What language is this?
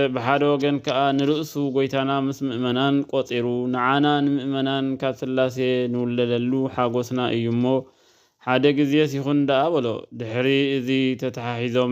Tigrinya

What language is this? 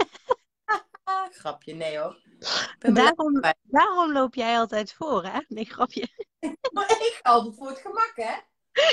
Dutch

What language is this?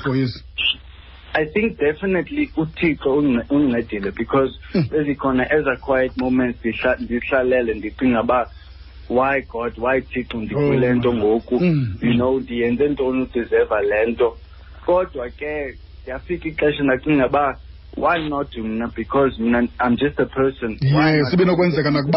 Xhosa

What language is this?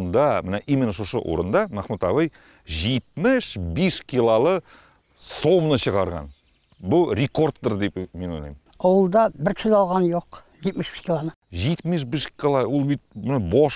Tatar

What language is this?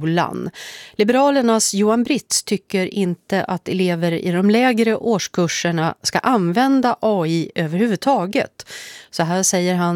Swedish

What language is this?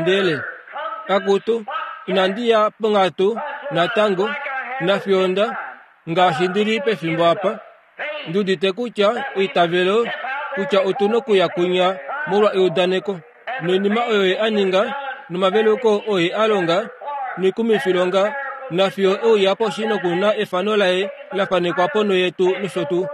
Kuanyama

